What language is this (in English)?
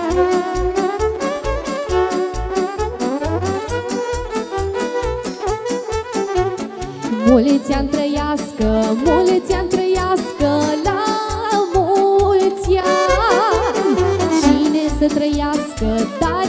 Romanian